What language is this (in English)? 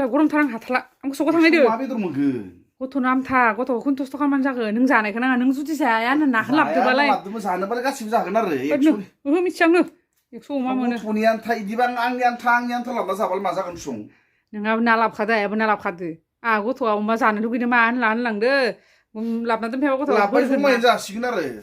Bodo